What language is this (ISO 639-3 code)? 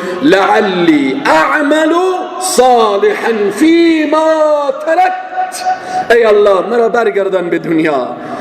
fas